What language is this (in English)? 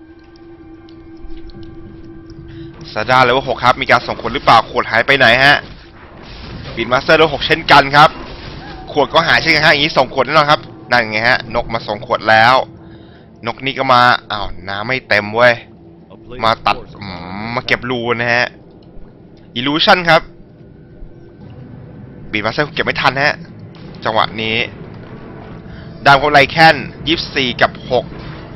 Thai